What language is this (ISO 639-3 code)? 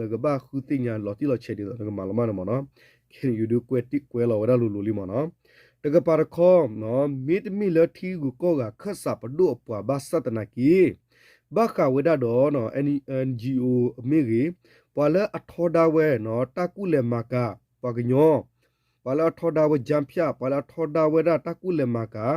ksw